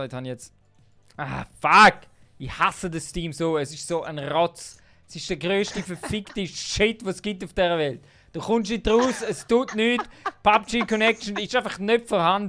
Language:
Swiss German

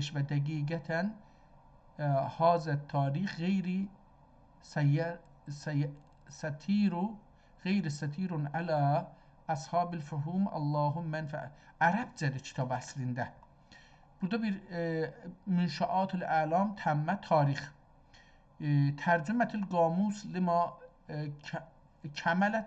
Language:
South Azerbaijani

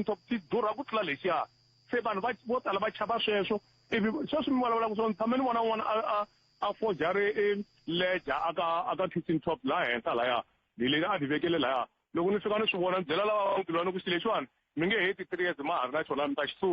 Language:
Tsonga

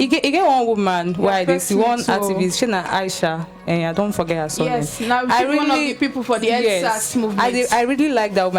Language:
Nigerian Pidgin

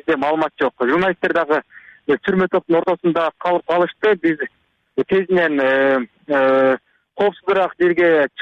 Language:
Kyrgyz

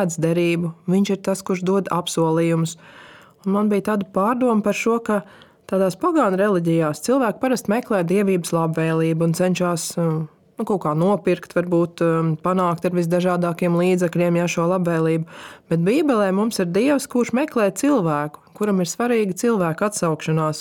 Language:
Latvian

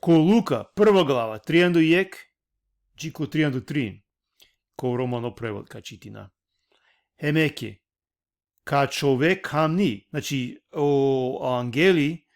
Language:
Balkan Romani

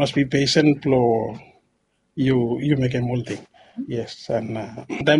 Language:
Bislama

